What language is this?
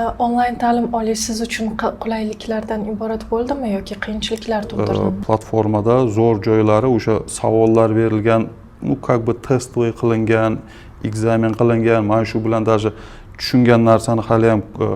Uzbek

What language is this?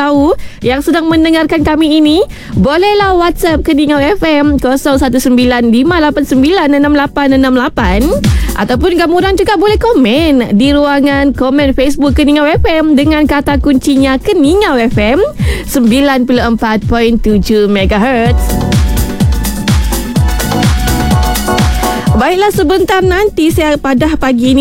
Malay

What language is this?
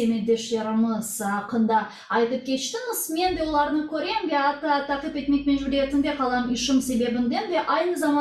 Crimean Tatar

